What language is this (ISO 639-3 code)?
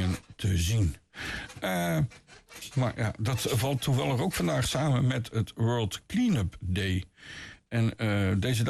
nld